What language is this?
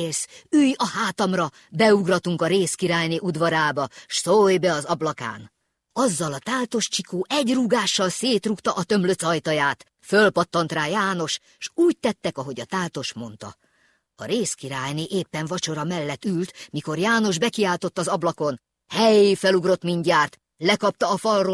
Hungarian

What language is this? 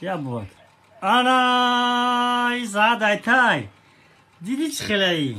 Tajik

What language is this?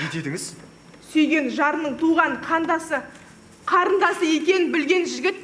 Kazakh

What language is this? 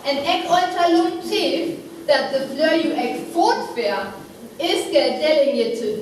Northern Frisian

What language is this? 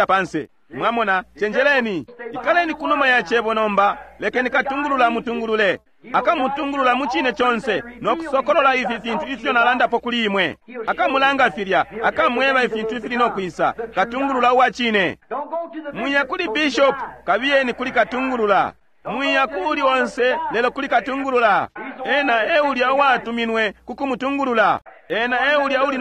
Bemba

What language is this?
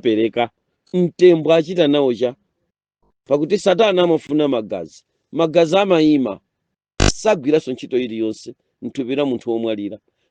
Nyanja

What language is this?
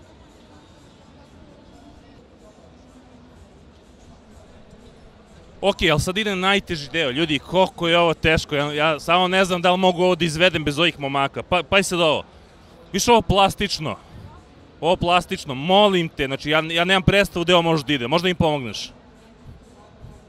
Serbian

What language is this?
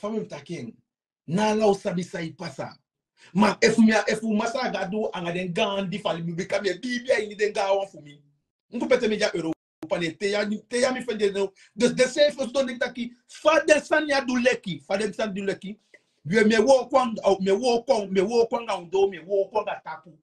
Sranan Tongo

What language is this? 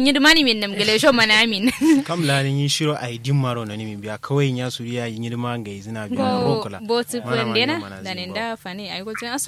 Kanuri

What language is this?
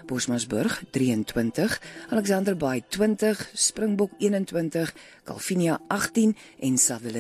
Afrikaans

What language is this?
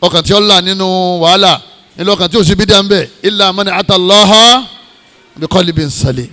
Yoruba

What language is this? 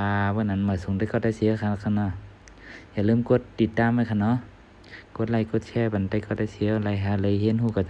Shan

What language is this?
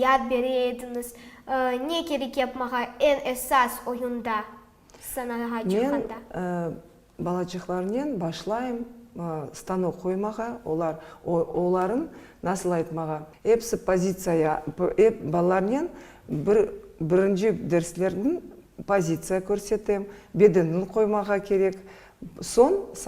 Crimean Tatar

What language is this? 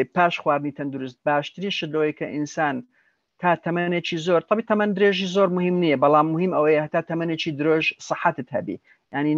Central Kurdish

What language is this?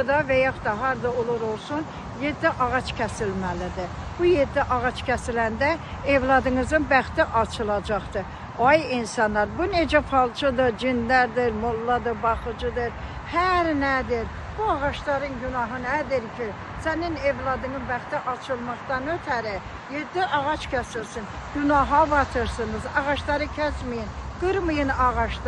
Azerbaijani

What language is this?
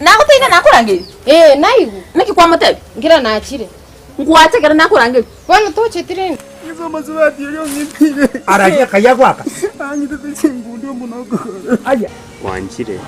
Gusii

